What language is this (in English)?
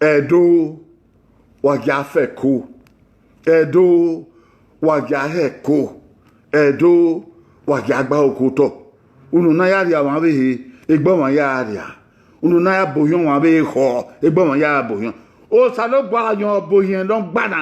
Bini